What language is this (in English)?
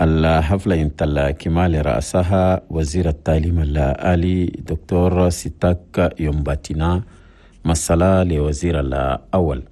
Chadian Arabic